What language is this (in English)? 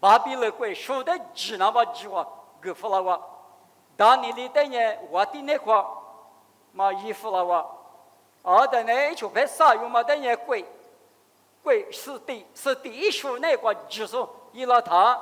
Lisu